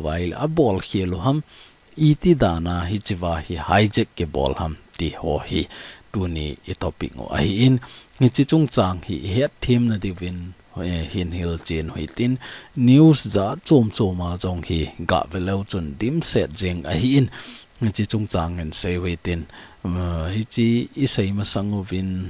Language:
Thado Chin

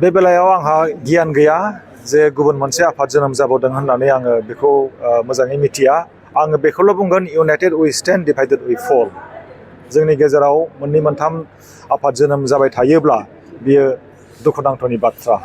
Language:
Bodo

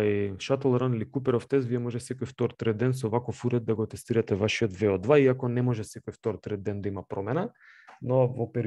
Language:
Macedonian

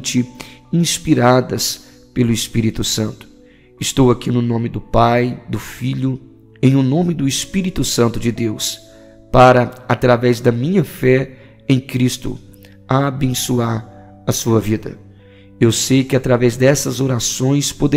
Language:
Portuguese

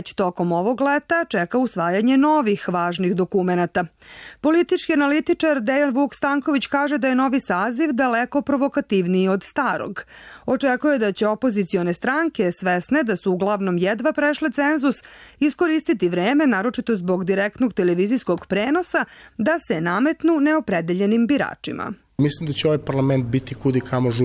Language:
Serbian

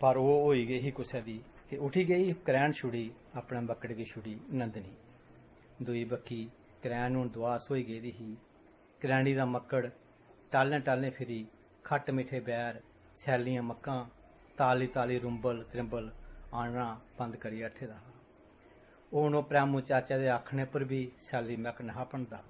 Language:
Dogri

